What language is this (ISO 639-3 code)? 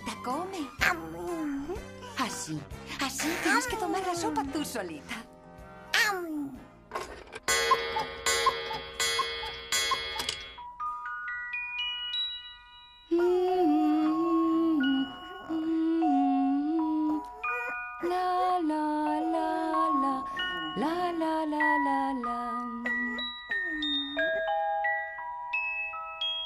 spa